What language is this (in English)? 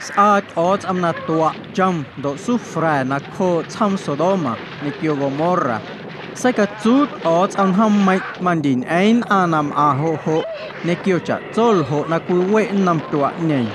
Guerrero Amuzgo